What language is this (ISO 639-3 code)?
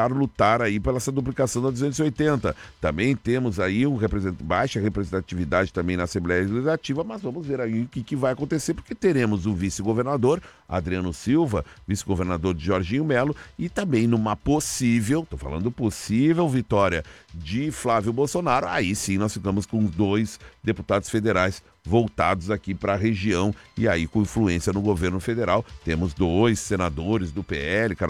por